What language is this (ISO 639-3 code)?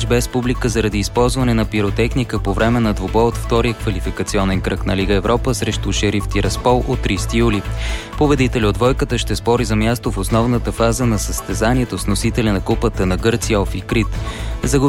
bul